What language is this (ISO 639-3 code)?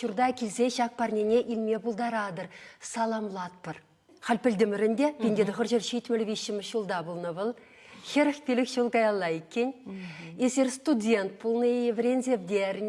chv